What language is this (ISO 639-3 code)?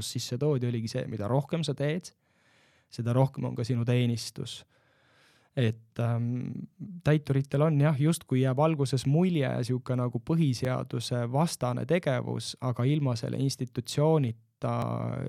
est